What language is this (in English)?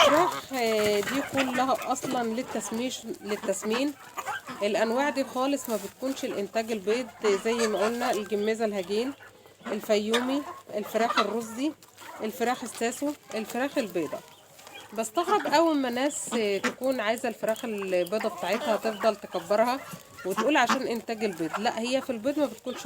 Egyptian Arabic